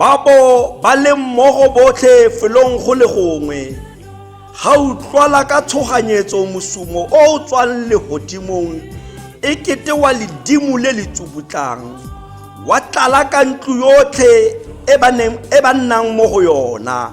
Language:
Tswana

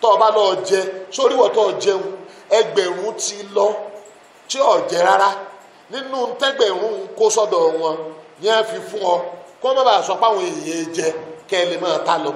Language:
Yoruba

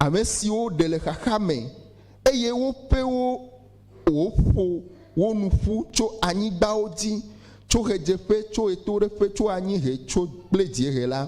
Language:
Ewe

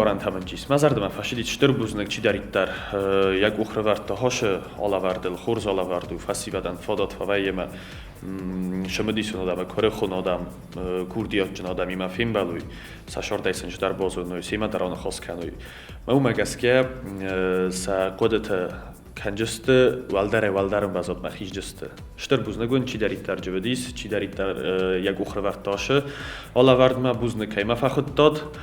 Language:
Ossetic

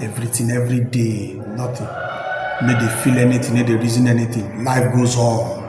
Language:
Nigerian Pidgin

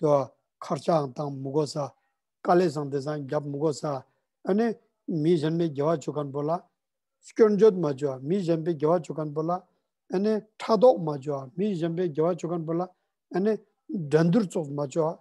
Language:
Ladakhi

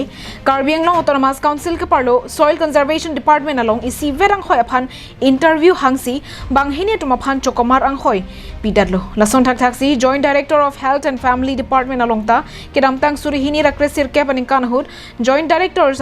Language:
Karbi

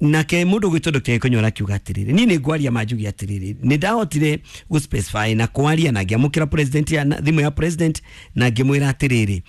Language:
Kikuyu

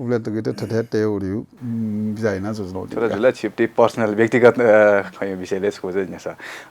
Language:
Newari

